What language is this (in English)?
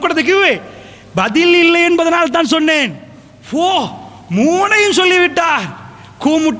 Tamil